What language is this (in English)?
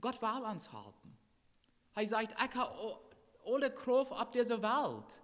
Plautdietsch